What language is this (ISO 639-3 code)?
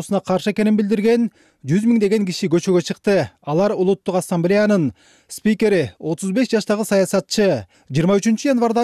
kir